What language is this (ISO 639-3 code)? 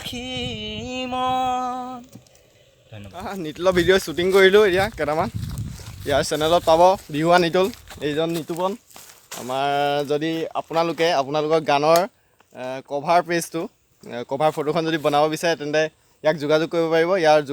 asm